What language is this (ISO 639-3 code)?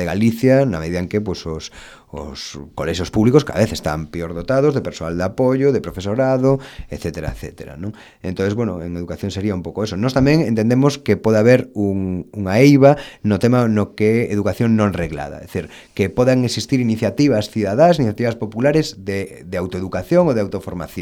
glg